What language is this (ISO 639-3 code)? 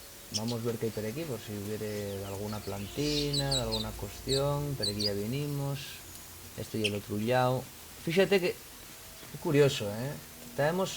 ast